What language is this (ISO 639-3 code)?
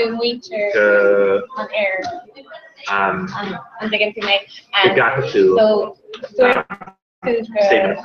gle